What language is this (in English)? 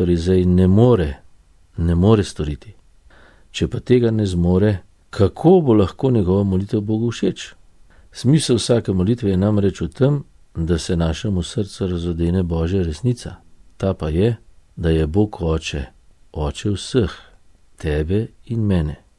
Slovenian